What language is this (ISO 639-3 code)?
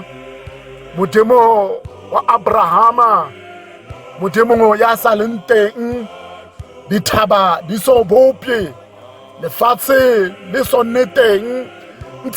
tsn